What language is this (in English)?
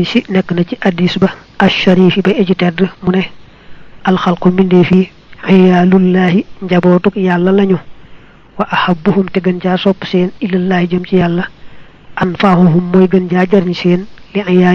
Wolof